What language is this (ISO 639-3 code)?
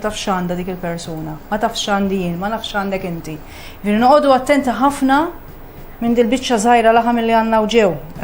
mlt